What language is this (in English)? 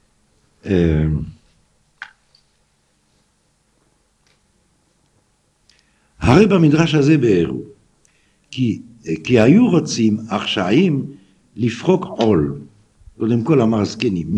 Hebrew